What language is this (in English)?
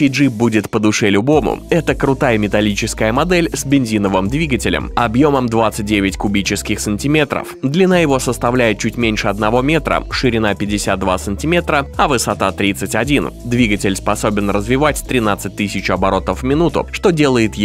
Russian